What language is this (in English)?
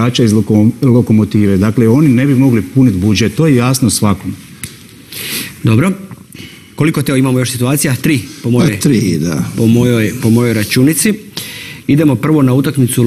Croatian